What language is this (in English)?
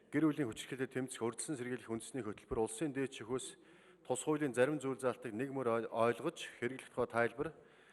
Mongolian